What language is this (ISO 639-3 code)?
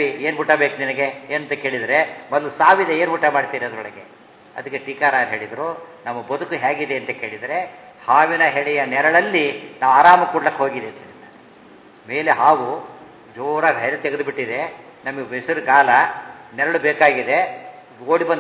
kan